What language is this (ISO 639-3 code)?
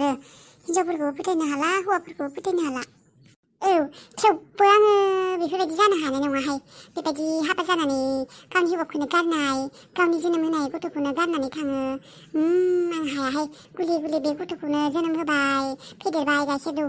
brx